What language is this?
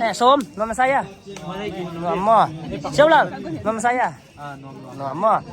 Paite Chin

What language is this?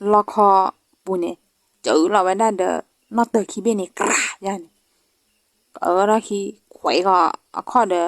S'gaw Karen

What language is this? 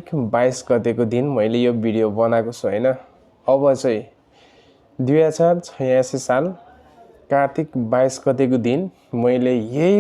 Nepali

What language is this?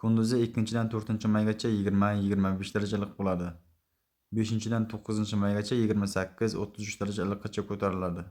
Uzbek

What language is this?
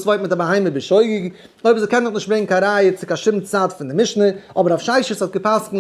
Yiddish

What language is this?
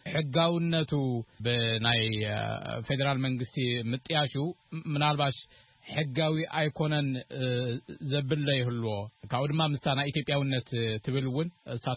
Tigrinya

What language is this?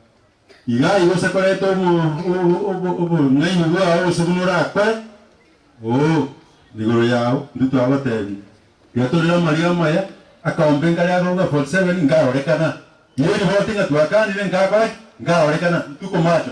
Gusii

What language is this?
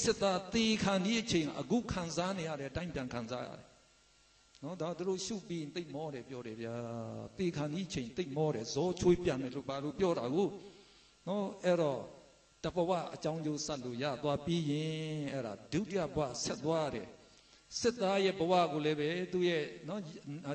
Burmese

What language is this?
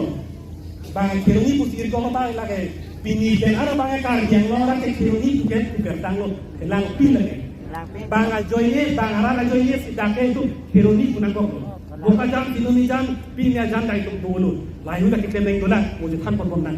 Karbi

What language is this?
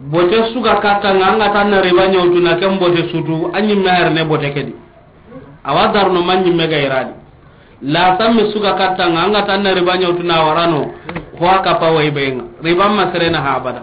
Soninke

